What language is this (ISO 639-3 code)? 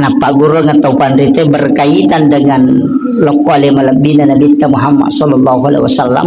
bug